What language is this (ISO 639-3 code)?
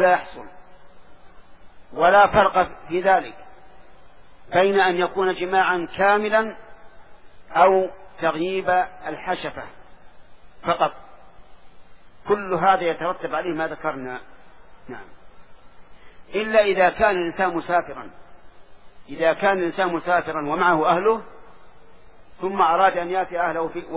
ara